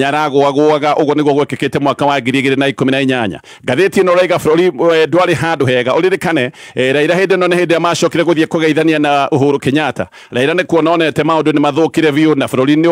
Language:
Kikuyu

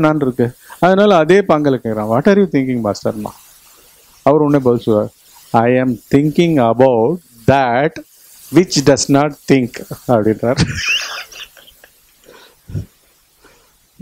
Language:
Tamil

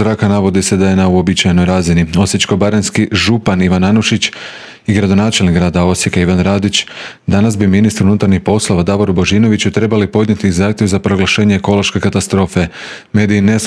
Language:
Croatian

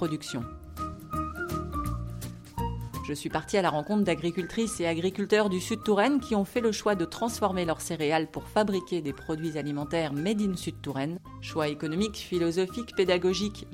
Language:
French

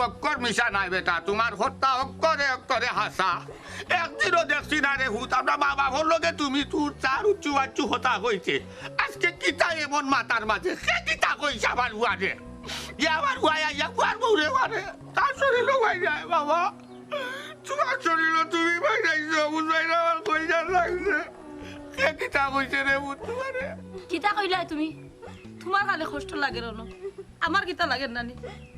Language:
Sylheti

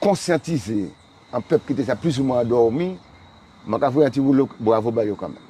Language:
Guadeloupean Creole French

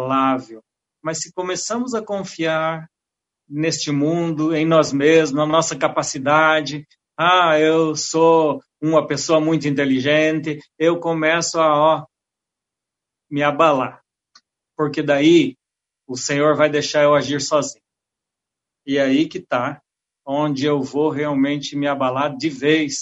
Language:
Portuguese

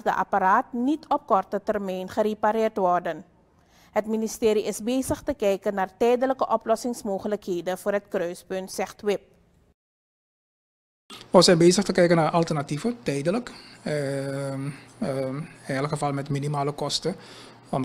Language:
Dutch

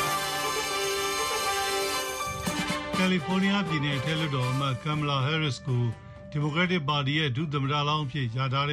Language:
Burmese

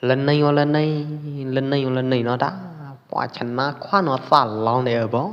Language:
Pwo Eastern Karen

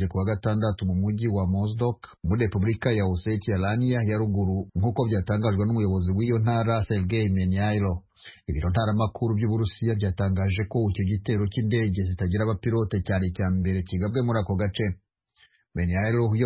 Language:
Kinyarwanda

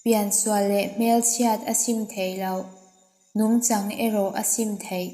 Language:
Mizo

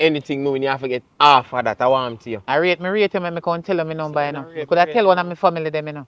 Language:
Jamaican Creole English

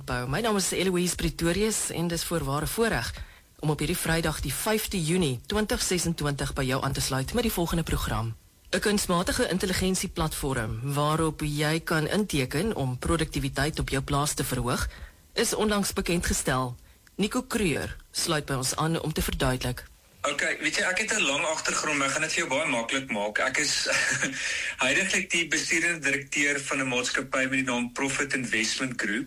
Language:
Afrikaans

